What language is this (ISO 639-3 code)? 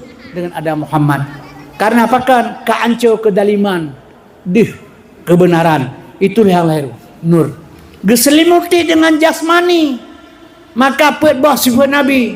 ace